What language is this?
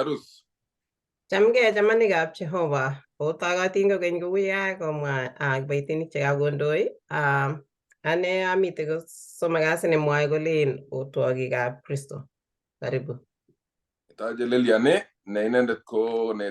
Kalenjin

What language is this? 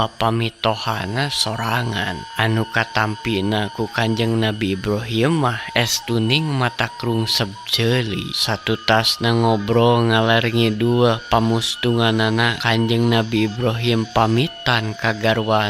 Sundanese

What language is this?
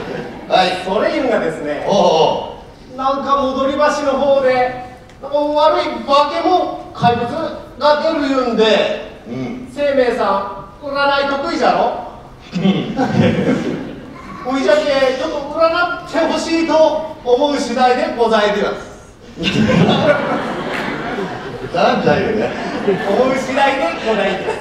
Japanese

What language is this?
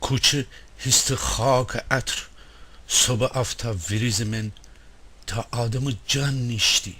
Gilaki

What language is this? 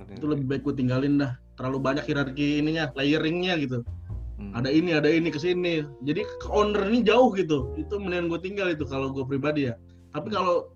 Indonesian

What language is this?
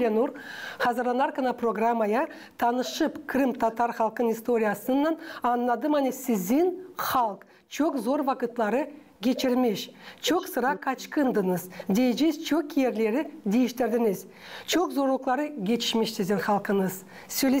Gagauz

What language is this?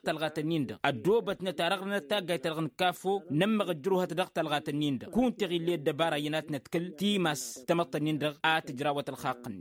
Tamasheq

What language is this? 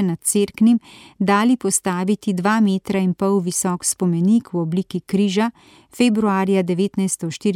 Slovenian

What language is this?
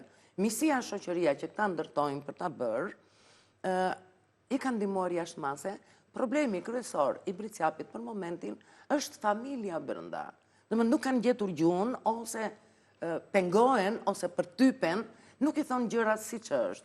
Albanian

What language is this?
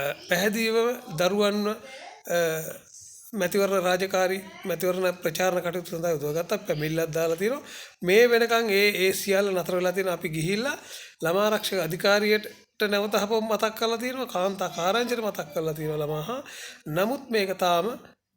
Sinhala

